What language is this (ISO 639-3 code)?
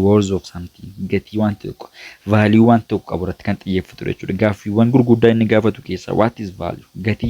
orm